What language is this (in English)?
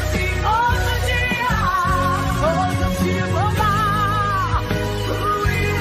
Portuguese